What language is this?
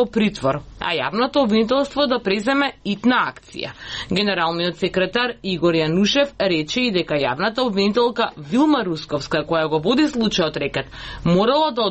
Macedonian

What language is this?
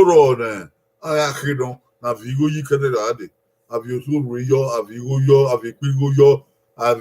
Bini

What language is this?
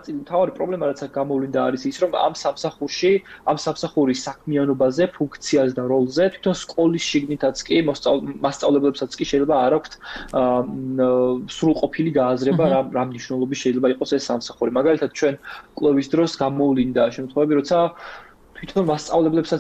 Georgian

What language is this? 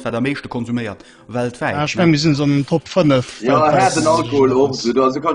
Luxembourgish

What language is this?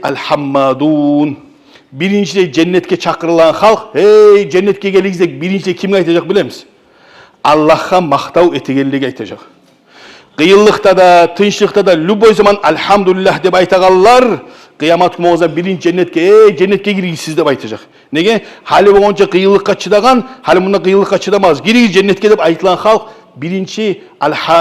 Kumyk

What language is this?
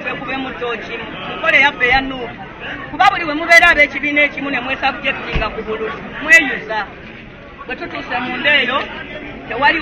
Ganda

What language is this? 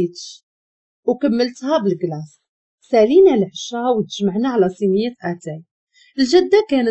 Moroccan Arabic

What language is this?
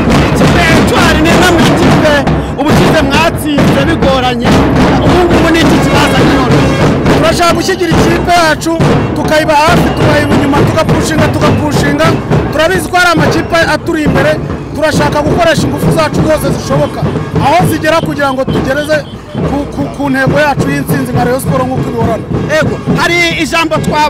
Kinyarwanda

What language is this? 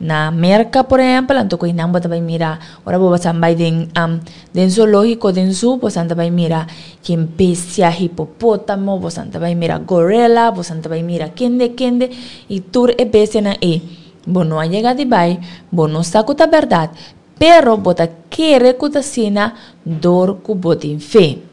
Papiamento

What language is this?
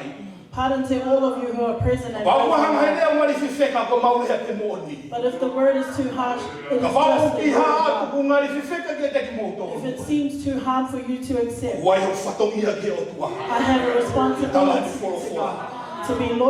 Tongan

